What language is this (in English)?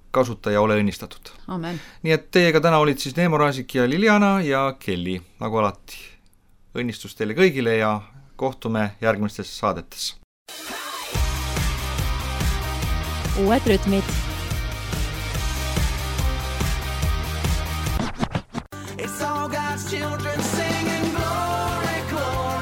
Estonian